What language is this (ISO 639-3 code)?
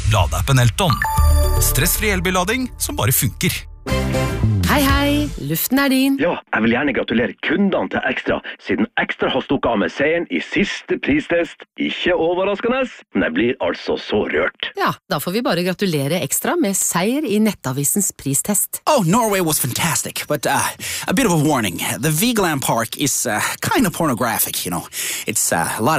nor